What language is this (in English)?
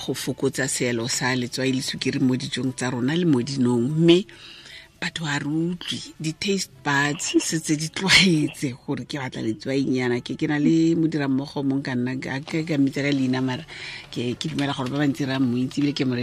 Tswana